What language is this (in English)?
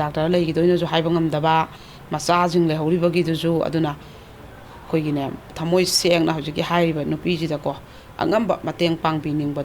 Manipuri